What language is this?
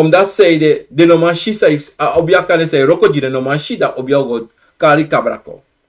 Sranan Tongo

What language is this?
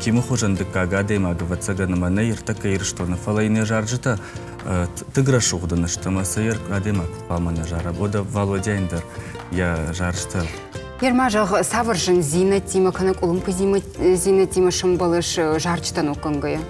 Ossetic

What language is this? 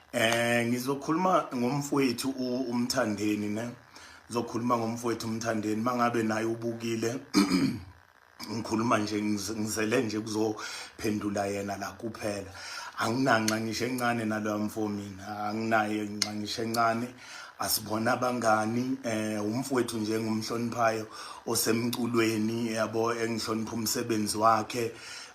Zulu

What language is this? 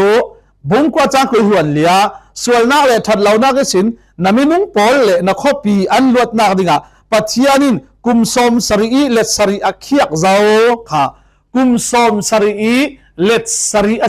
Falam Chin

